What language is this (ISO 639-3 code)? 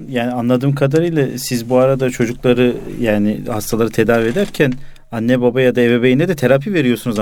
tur